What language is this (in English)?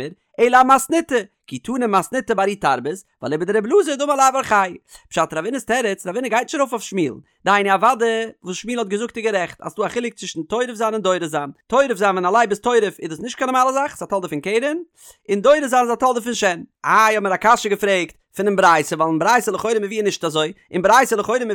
Yiddish